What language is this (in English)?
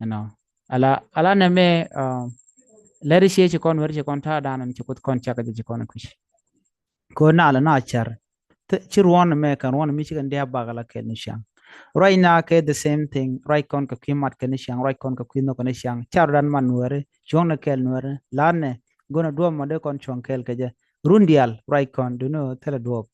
Nuer